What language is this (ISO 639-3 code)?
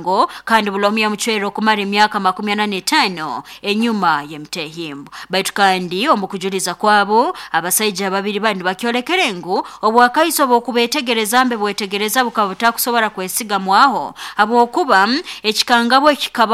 nyo